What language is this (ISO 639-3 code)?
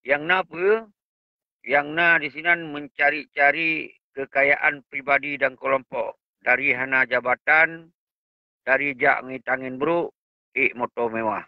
ace